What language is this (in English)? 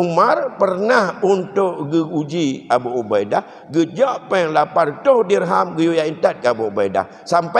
Achinese